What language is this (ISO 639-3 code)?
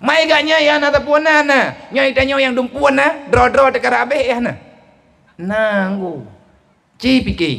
ace